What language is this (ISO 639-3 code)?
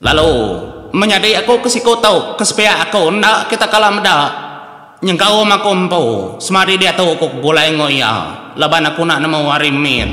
iba